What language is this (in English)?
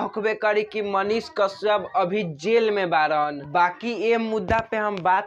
Bhojpuri